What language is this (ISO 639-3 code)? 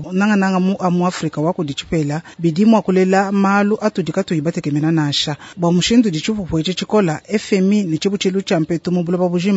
lua